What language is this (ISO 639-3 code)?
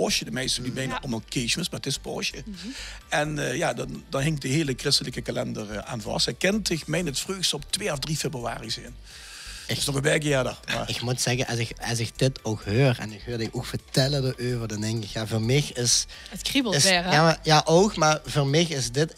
lim